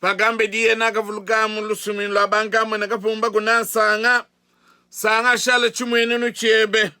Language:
Luba-Lulua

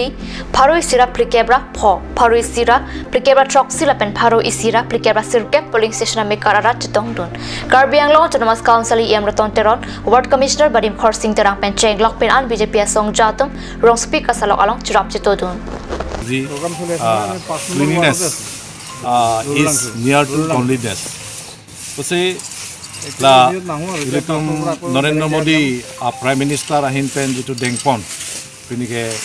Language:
Karbi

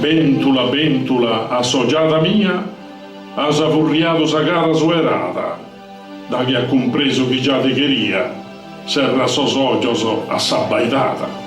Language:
Sardinian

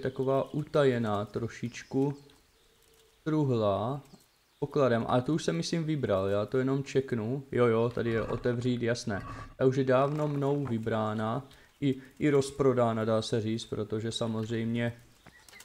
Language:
Czech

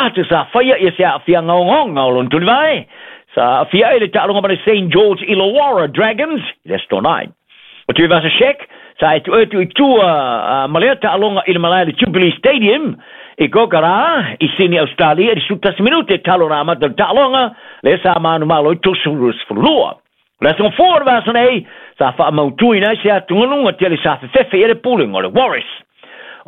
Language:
Samoan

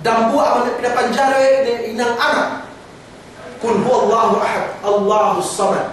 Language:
Yakan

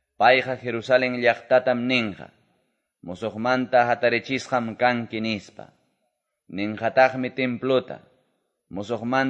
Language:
Quechua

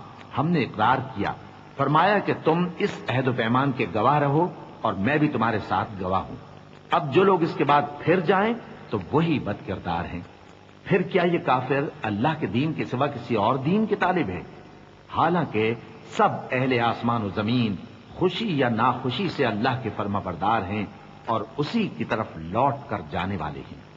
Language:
Urdu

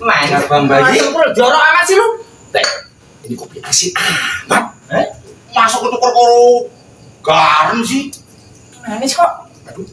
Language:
Betawi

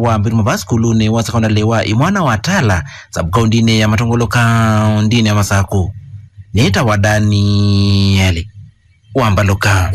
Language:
Kamba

